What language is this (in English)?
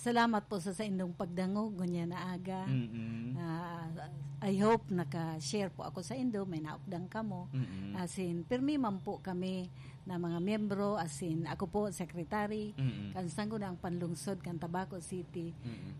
Bikol